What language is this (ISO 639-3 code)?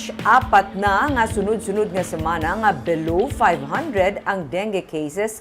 hil